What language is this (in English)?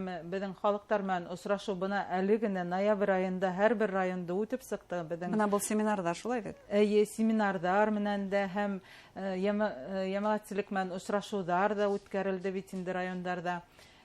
Bashkir